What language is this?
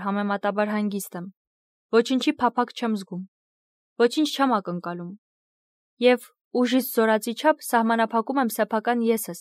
Armenian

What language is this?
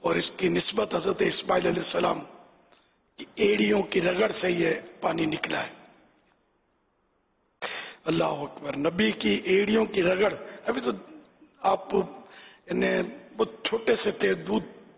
Urdu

